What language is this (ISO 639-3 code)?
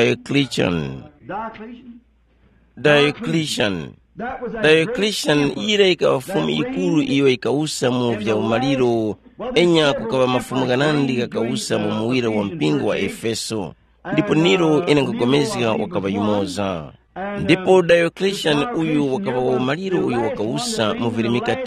tum